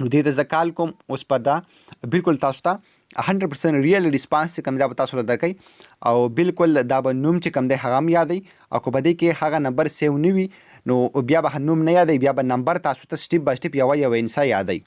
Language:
Pashto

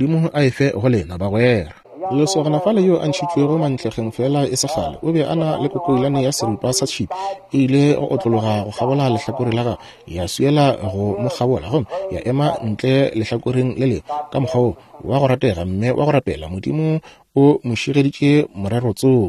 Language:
Northern Sotho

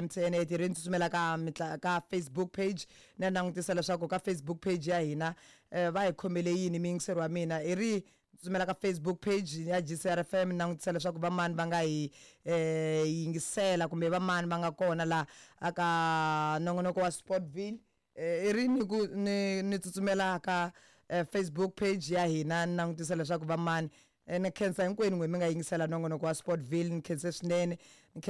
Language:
Tsonga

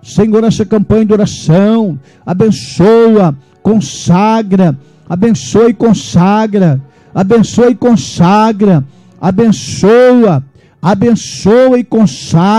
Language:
Portuguese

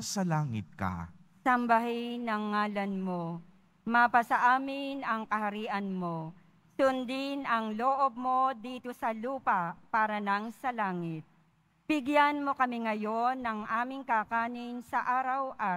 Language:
Filipino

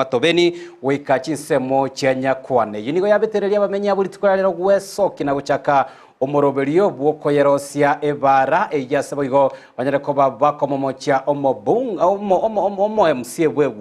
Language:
Gusii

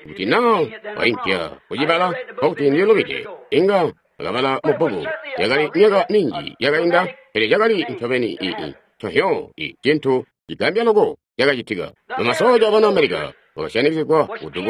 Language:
Tonga (Zambia)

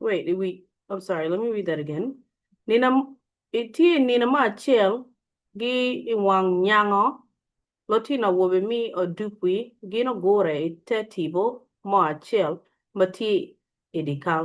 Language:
Acoli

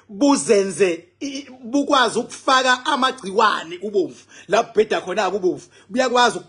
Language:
Zulu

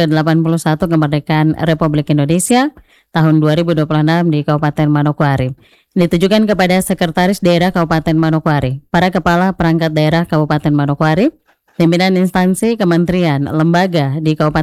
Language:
Indonesian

